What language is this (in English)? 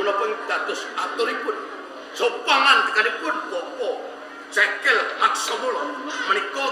Javanese